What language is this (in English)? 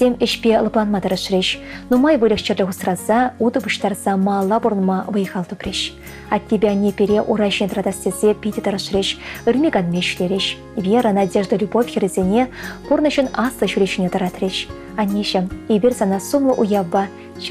Chuvash